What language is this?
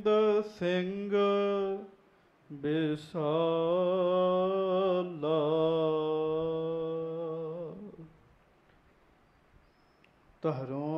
Punjabi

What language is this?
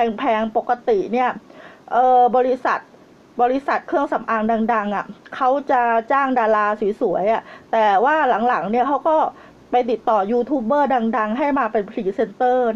Thai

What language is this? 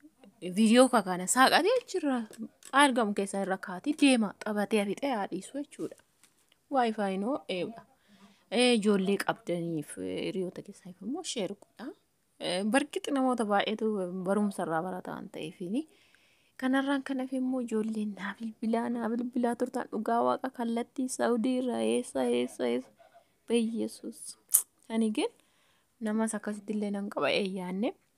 Oromo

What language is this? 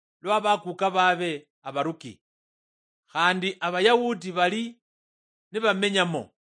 Luyia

